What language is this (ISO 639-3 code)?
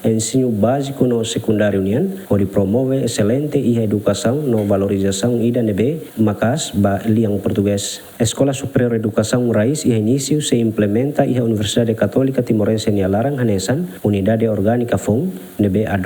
tet